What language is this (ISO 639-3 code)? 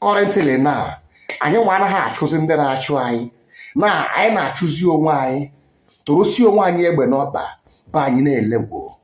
ibo